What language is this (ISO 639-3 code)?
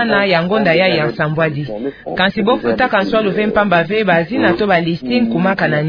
ktu